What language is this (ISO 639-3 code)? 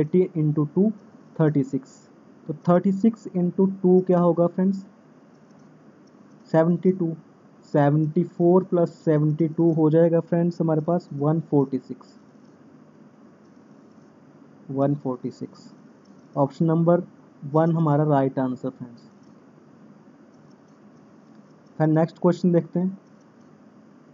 hin